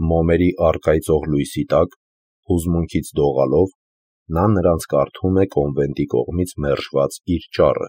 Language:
Armenian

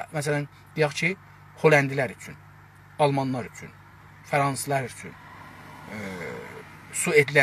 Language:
South Azerbaijani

